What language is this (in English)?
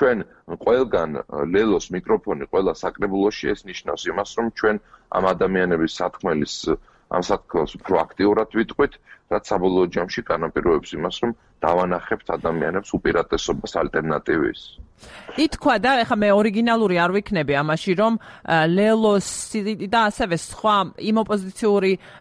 Georgian